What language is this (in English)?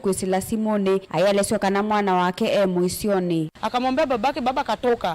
Kamba